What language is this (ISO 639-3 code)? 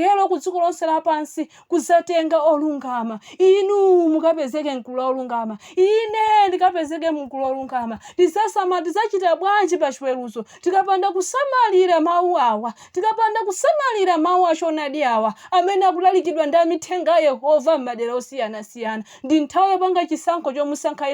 nya